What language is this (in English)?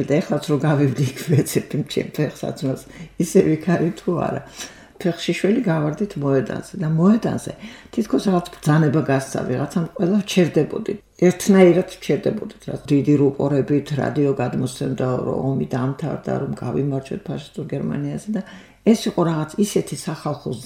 Georgian